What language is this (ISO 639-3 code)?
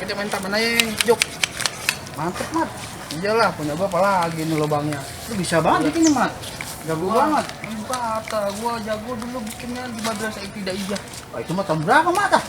bew